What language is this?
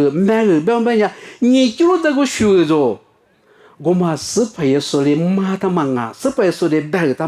Lisu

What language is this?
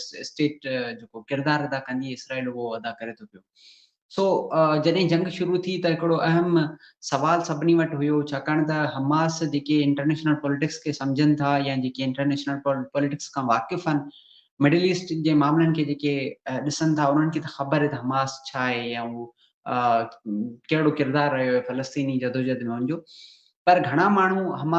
Sindhi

